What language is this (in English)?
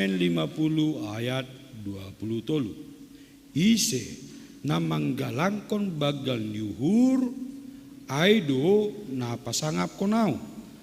Batak Simalungun